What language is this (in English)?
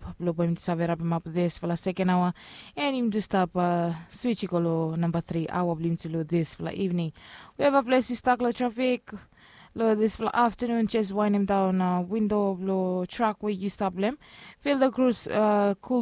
Bislama